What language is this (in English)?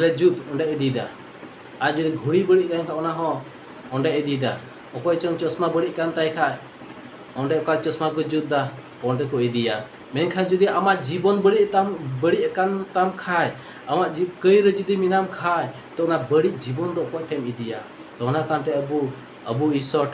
Santali